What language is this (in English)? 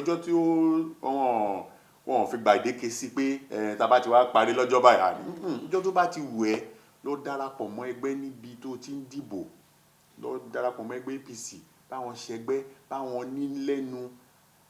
Yoruba